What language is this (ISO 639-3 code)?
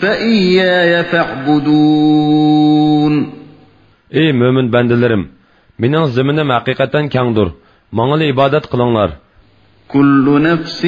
uig